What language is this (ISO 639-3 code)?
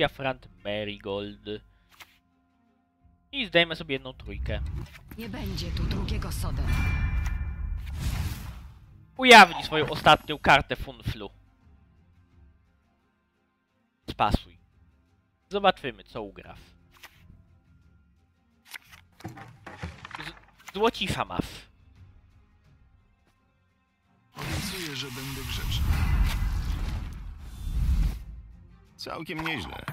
pol